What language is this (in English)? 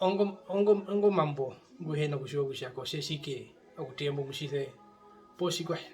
Herero